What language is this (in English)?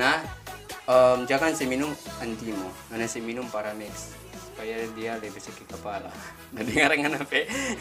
Manado Malay